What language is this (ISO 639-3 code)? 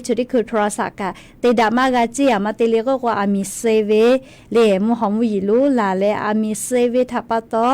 lhu